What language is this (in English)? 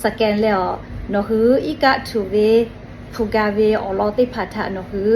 Lahu